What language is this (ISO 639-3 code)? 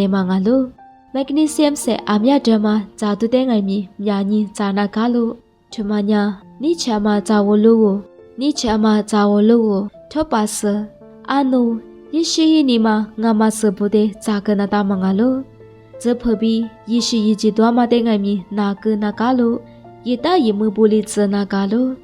lis